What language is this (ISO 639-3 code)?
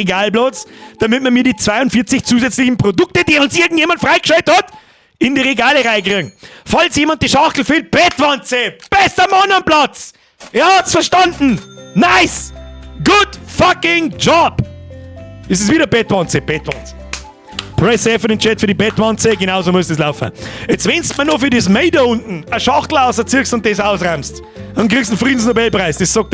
bar